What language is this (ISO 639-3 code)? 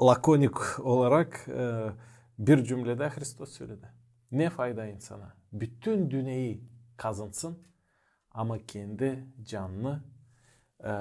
gag